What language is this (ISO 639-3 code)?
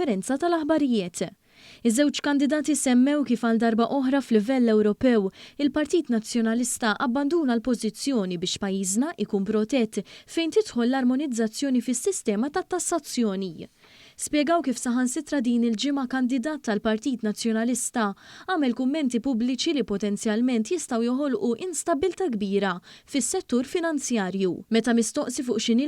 mlt